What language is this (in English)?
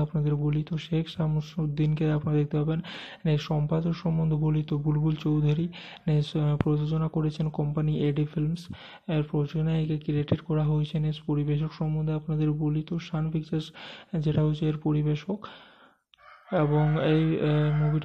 Bangla